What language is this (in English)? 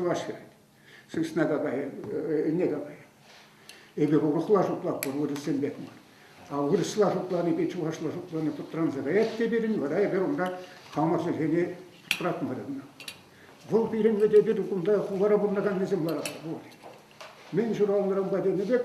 Chuvash